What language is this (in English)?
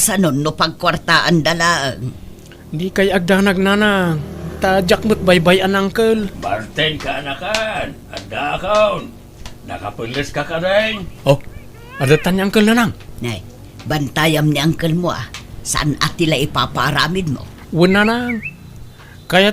Iloko